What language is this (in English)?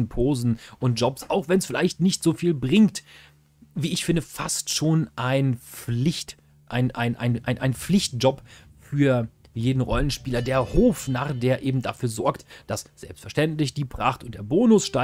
German